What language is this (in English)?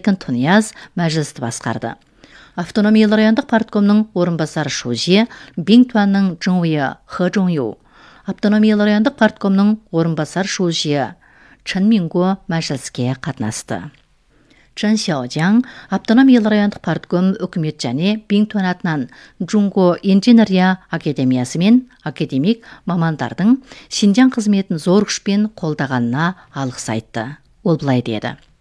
Kazakh